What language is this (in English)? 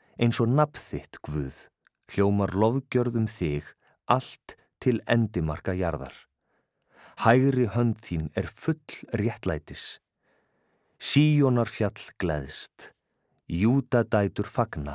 Icelandic